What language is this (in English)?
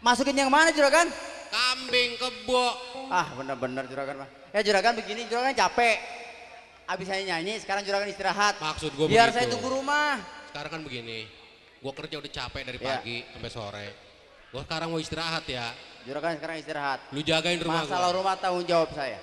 Betawi